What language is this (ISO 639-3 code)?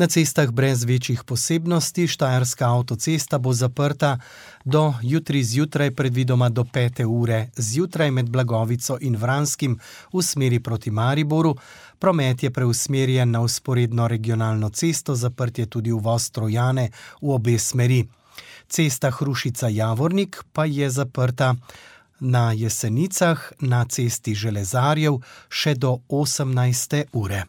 slv